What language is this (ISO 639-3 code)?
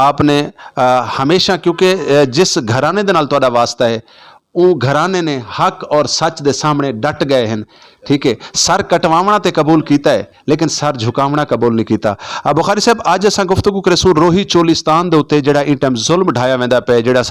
skr